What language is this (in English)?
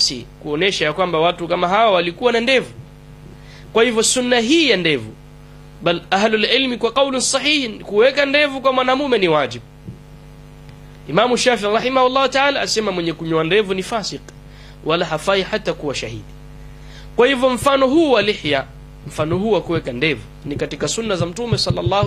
Swahili